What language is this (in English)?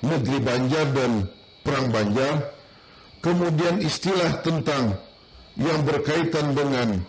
Banjar